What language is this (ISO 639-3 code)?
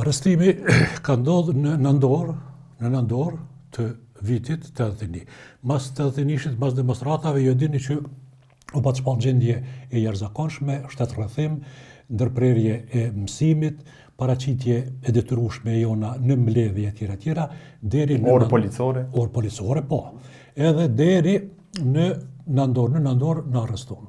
sqi